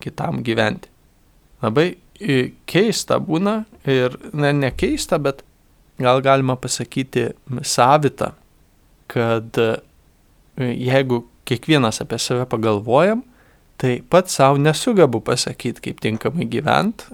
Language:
Lithuanian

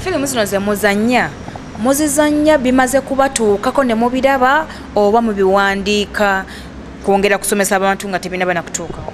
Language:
Ganda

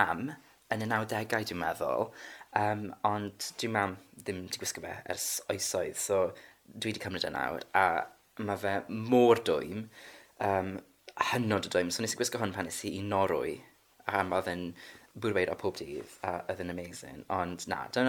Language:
Welsh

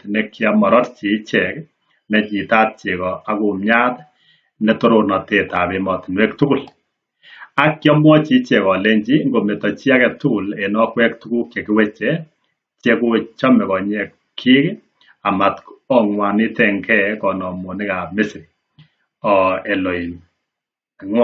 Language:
Kalenjin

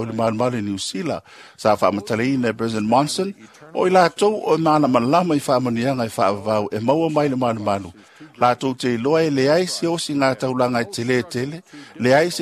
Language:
Samoan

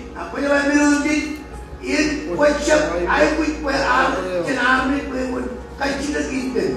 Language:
Marshallese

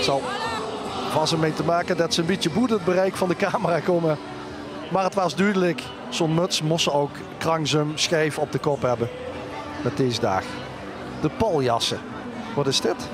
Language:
Limburgish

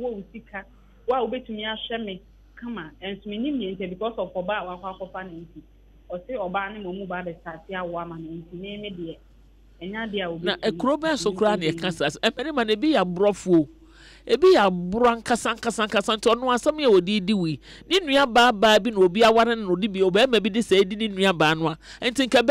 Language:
Akan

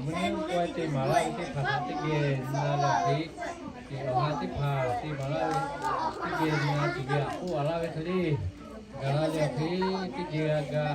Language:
Lahu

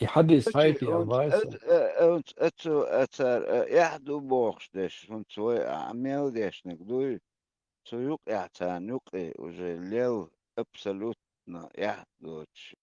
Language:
Chechen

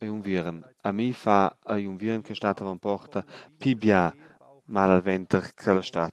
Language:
Romansh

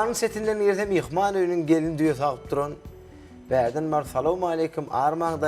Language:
Turkmen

